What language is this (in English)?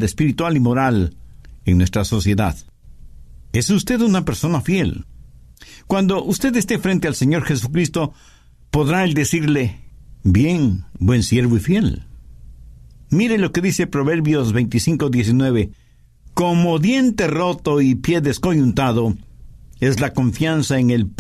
Spanish